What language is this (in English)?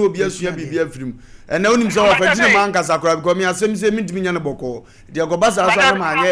Akan